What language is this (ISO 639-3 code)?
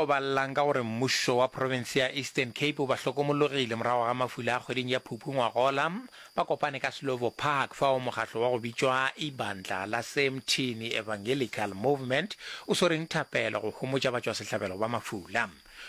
nso